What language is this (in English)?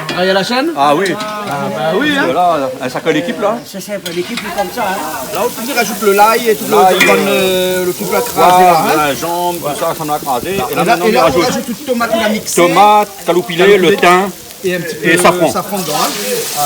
Réunion Creole French